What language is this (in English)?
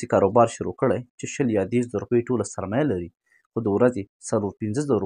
Pashto